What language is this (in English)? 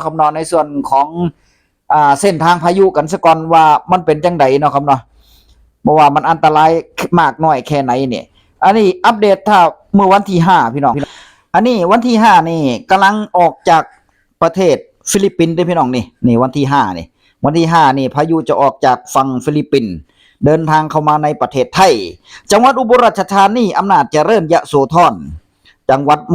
Northeastern Thai